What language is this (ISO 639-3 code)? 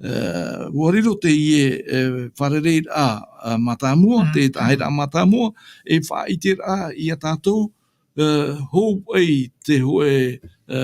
tah